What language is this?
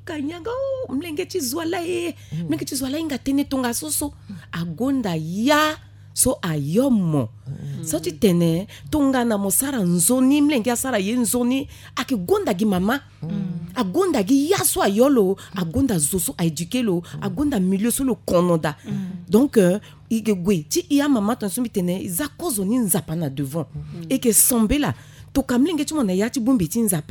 Sango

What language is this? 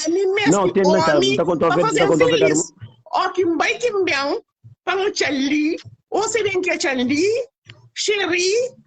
Kabuverdianu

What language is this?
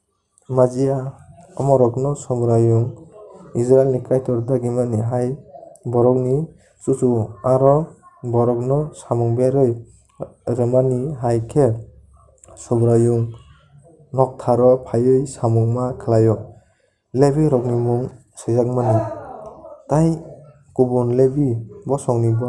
Kok Borok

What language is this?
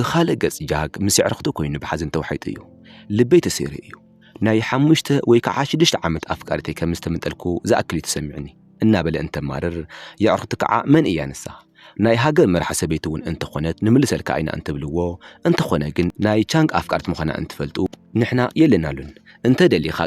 Tigrinya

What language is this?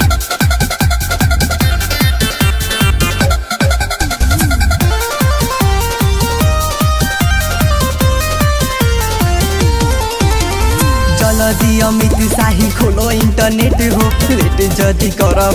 Bhojpuri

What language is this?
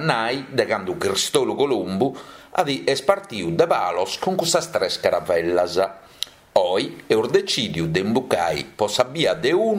Sardinian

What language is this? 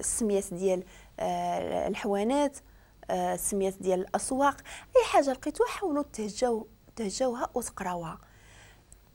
Moroccan Arabic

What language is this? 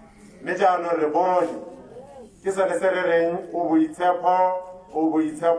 Tswana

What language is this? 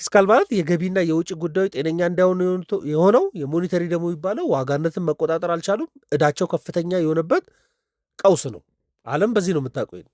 Amharic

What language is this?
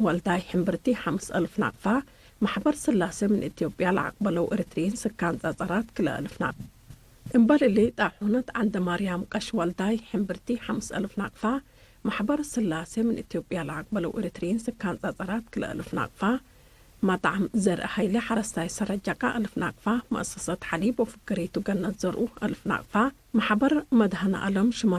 Tigre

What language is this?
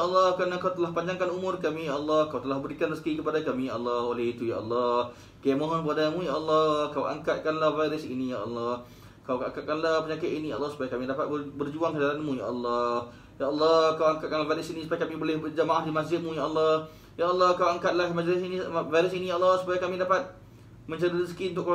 Malay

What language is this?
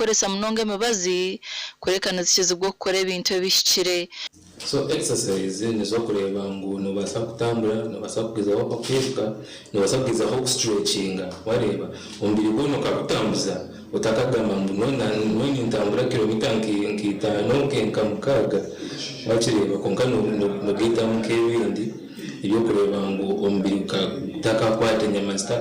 Nyankole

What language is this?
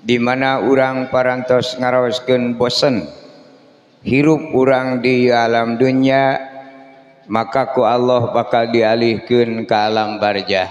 Sundanese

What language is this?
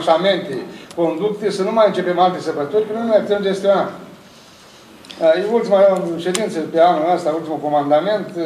Romanian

